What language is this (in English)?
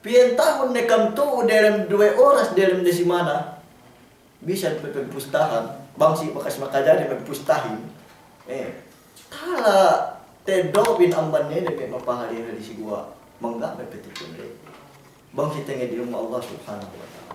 Yakan